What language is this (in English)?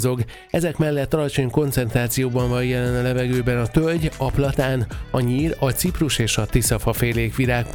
Hungarian